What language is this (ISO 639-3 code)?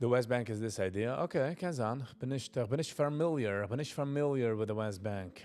yid